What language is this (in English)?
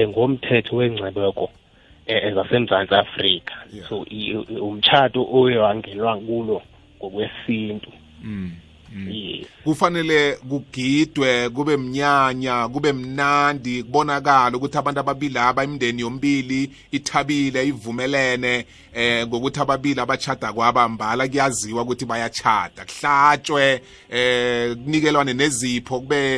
South Ndebele